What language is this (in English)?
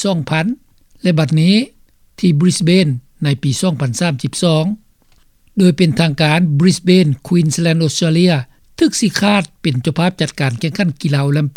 Lao